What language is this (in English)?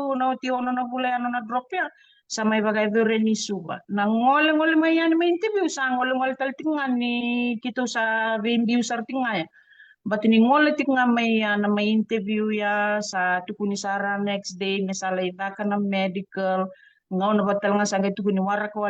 Fijian